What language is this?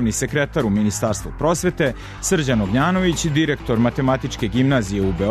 Serbian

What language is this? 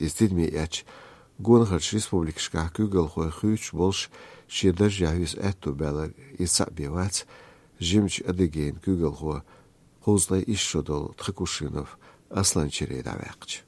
Chechen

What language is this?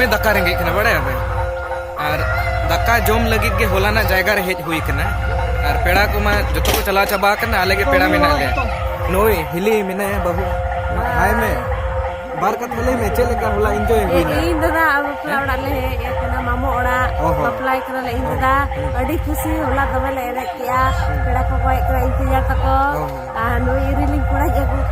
Santali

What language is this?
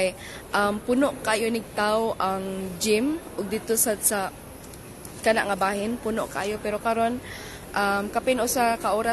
Cebuano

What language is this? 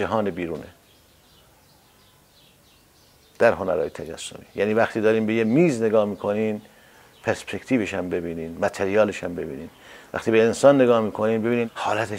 Persian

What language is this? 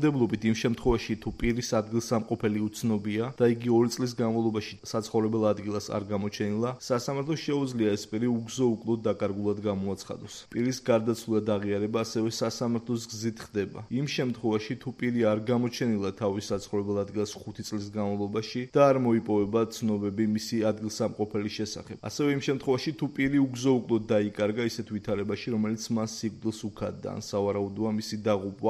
Georgian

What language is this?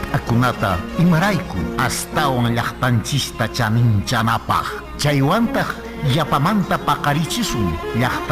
Quechua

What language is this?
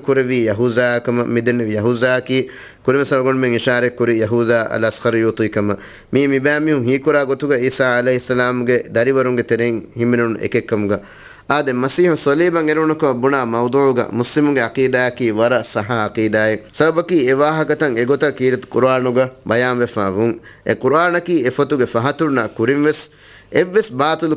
Divehi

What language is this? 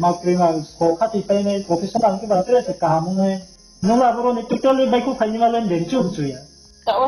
Riang (India)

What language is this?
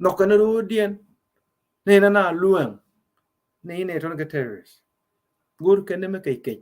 Nuer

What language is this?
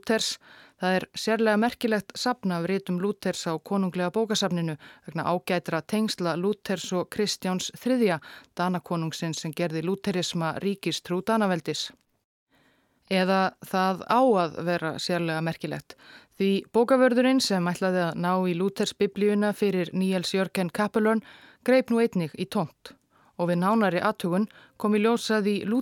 Icelandic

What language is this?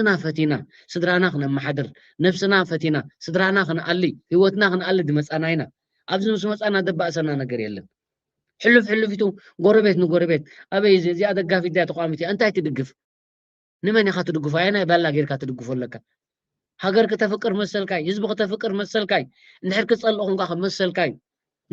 Tigrinya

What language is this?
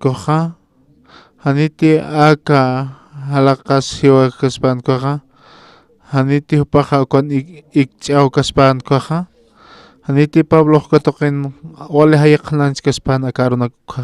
Aymara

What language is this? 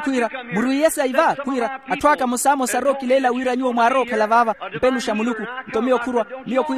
Makhuwa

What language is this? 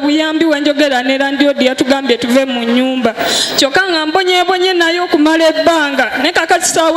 Ganda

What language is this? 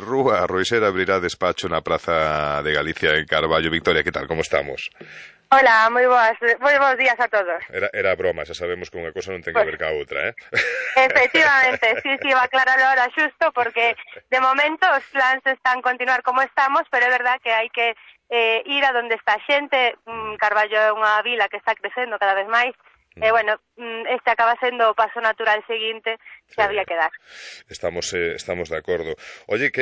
Galician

